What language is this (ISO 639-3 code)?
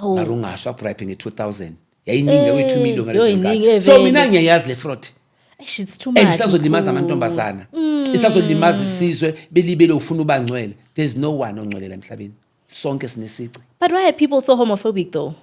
zul